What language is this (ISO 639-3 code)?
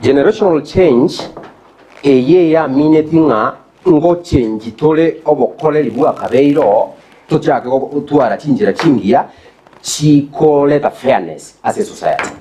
guz